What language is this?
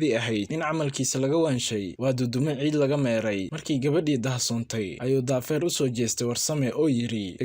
Somali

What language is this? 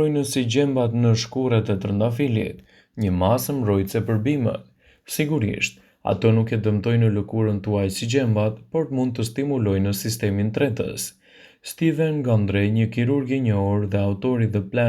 Albanian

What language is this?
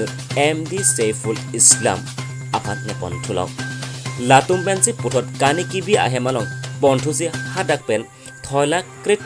Karbi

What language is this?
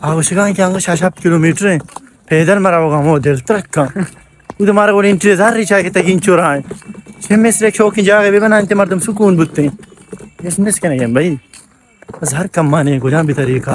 Baluchi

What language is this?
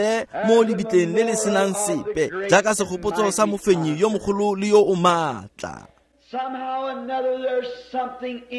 Tswana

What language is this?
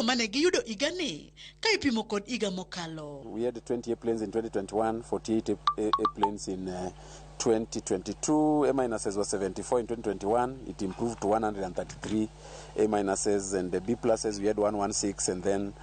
Luo (Kenya and Tanzania)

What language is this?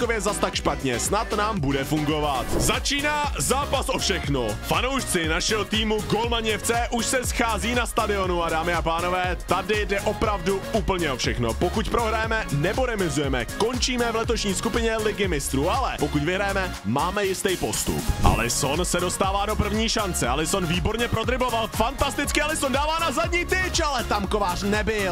Czech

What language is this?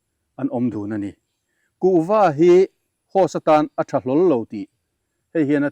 Mizo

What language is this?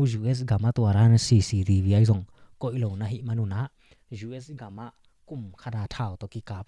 Tedim Chin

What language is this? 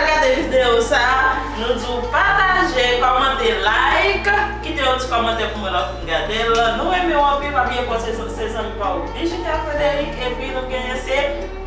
Haitian Creole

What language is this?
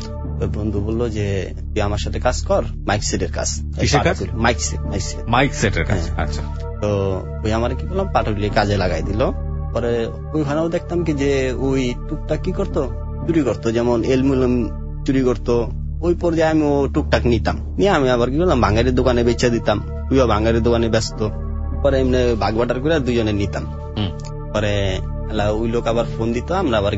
Bangla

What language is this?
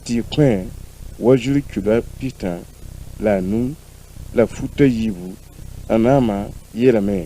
Mossi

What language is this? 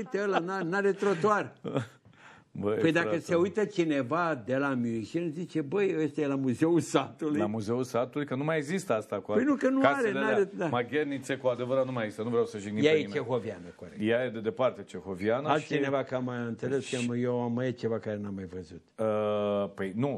Romanian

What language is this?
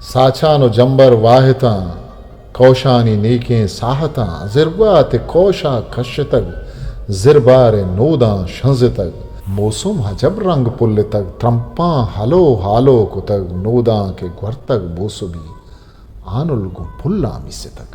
Eastern Balochi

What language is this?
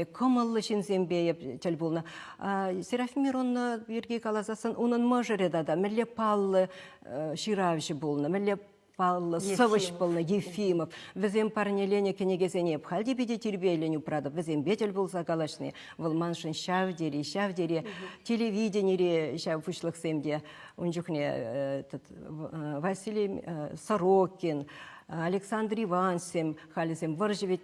Chuvash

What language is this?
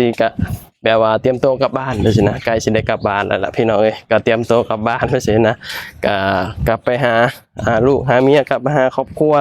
Lao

